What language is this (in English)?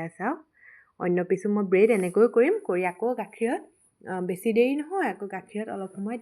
Assamese